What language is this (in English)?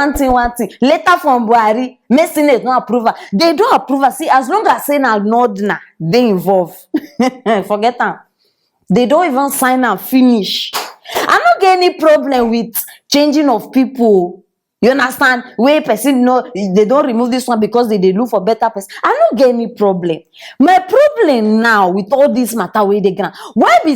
Nigerian Pidgin